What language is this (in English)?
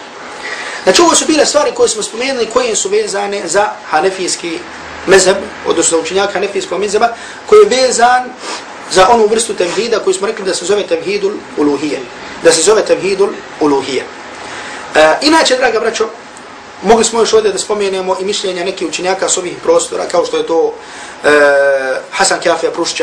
Bosnian